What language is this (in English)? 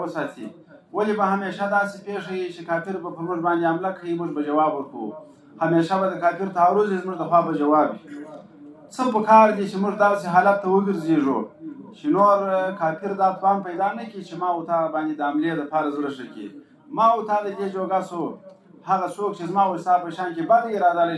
Pashto